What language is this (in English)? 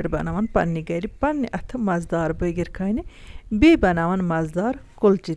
Kashmiri